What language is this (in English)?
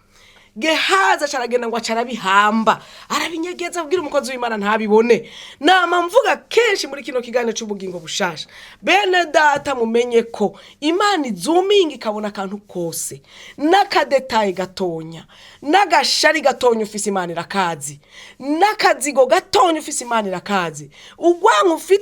Rundi